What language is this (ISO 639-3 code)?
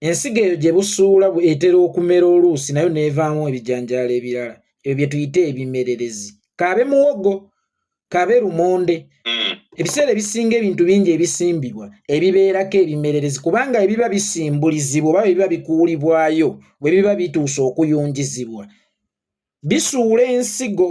lug